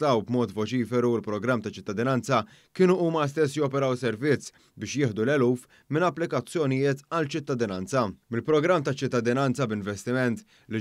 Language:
Maltese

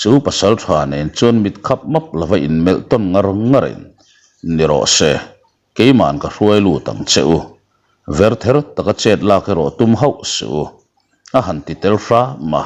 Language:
Mizo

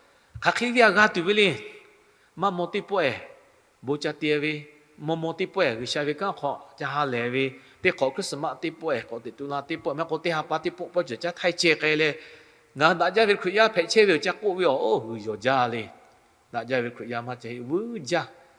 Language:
Lahu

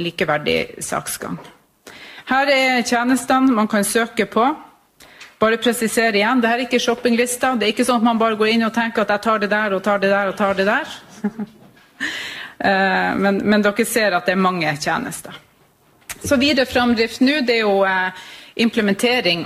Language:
Norwegian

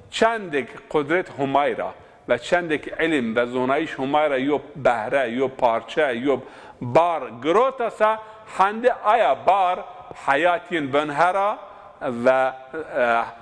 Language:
Zaza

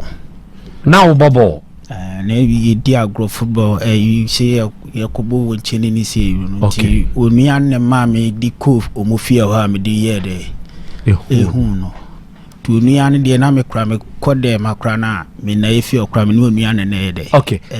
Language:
Akan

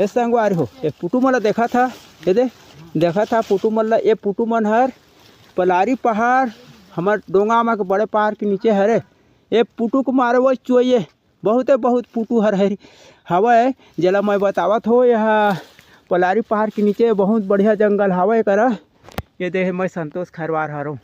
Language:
Chhattisgarhi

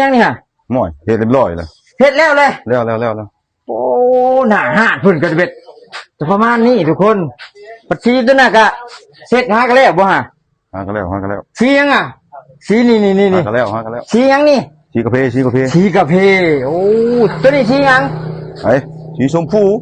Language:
Lao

